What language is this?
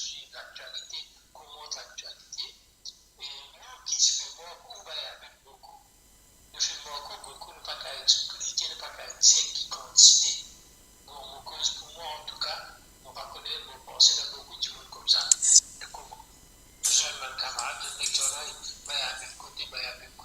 Morisyen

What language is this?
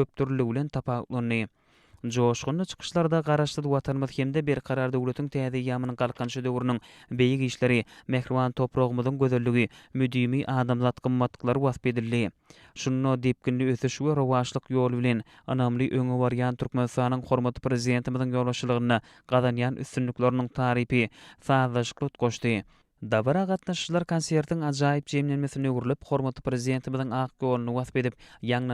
Turkmen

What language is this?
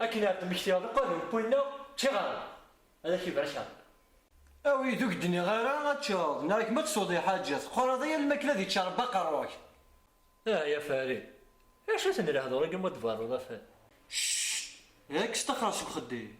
Kabyle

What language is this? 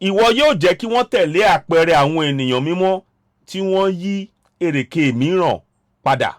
Yoruba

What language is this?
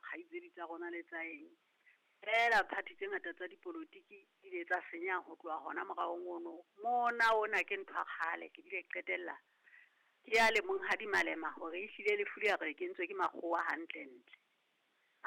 Southern Sotho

